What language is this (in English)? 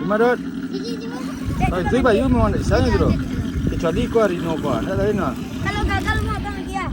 Minangkabau